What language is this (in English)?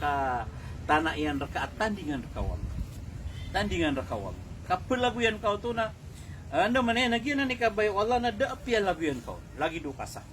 Maranao